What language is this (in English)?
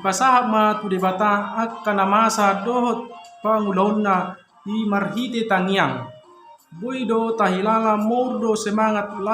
Batak Toba